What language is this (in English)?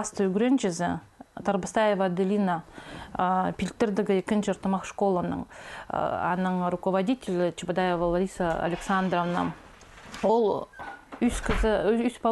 Khakas